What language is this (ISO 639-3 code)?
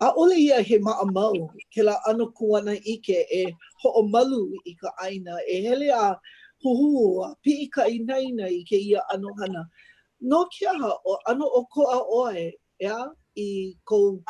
haw